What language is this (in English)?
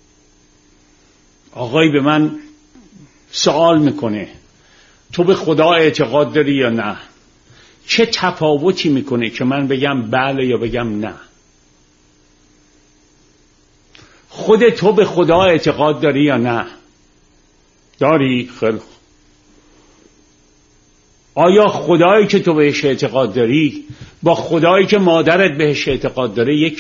Persian